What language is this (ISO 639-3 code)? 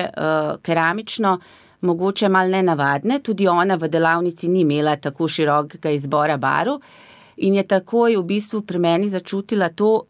slv